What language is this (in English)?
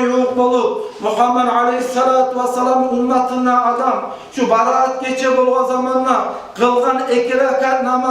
Kumyk